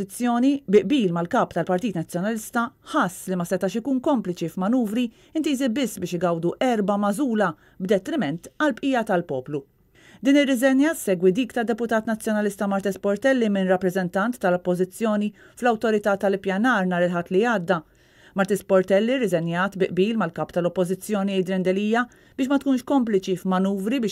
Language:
Maltese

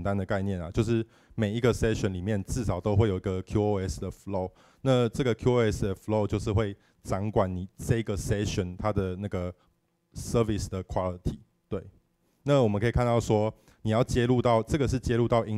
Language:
Chinese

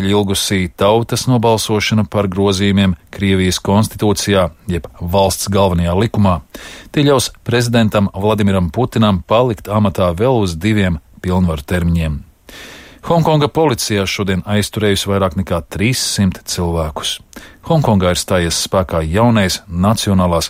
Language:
Latvian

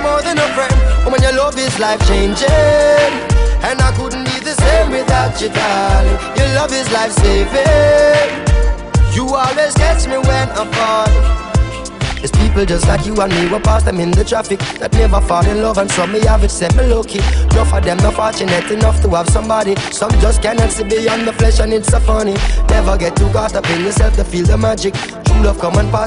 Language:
English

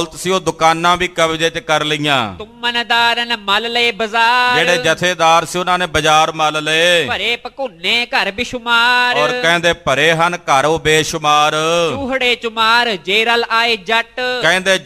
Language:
Punjabi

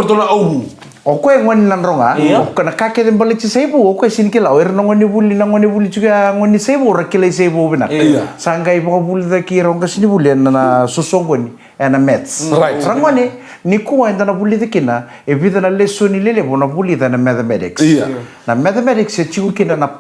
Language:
Fijian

